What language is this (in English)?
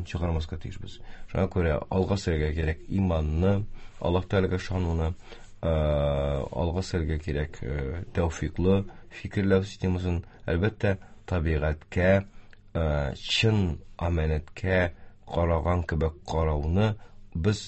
Tatar